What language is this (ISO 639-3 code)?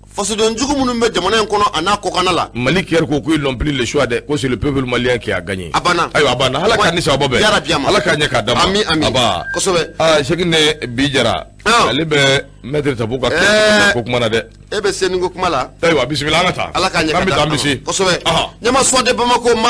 bam